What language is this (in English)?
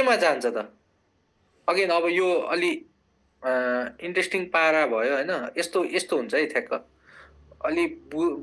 Nepali